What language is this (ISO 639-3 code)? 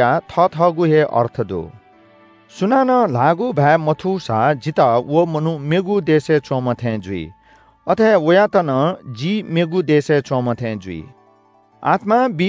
new